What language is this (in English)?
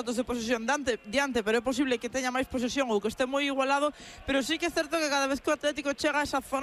Galician